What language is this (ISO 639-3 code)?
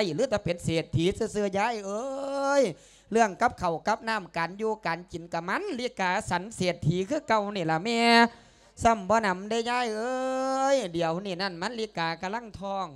lao